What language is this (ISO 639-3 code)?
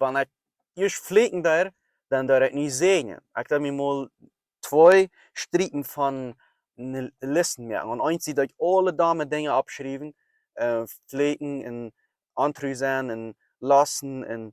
pdt